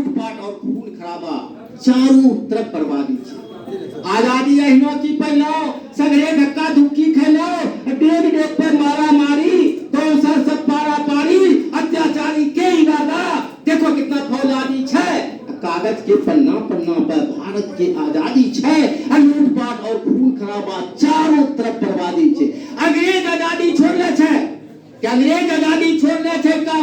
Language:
Angika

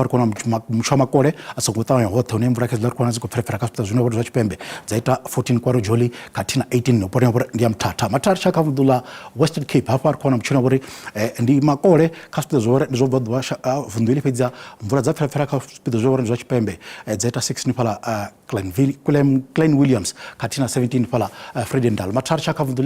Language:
Venda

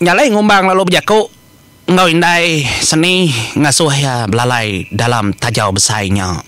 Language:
Iban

